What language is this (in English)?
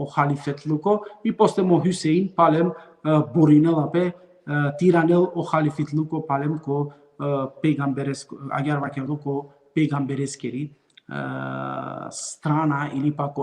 Balkan Romani